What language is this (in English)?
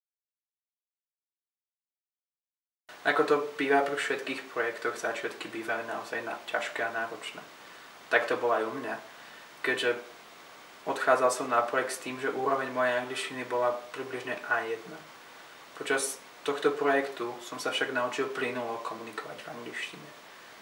Slovak